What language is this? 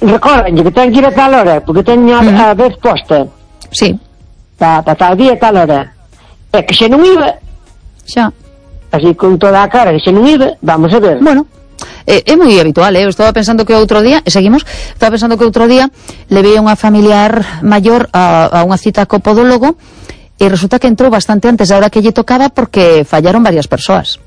Galician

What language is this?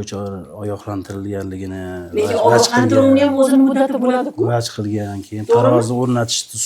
Uzbek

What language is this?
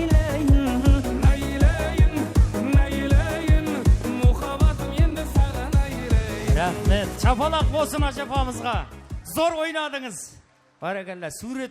Kara-Kalpak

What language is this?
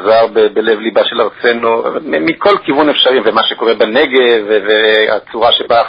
Hebrew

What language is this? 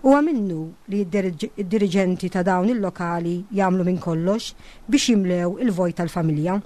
Maltese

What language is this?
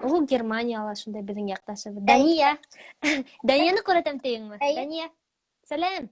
Bashkir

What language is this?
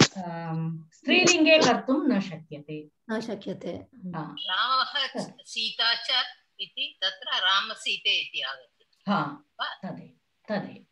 Sanskrit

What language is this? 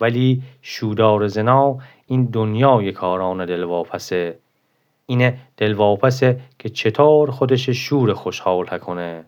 Gilaki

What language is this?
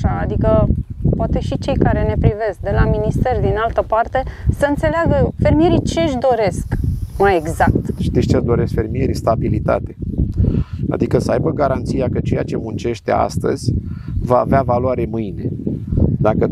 Romanian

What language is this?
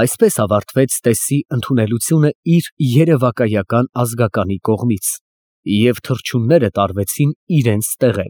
Armenian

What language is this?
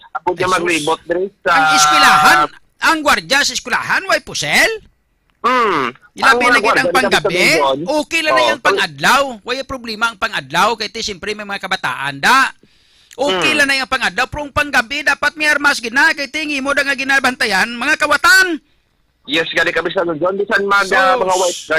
Hiligaynon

